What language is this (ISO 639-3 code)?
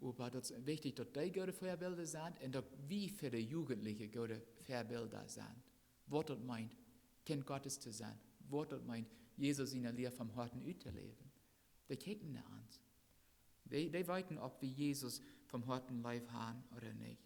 pdt